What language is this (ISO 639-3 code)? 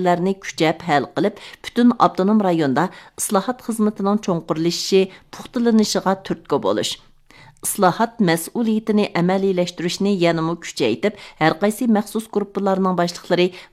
uig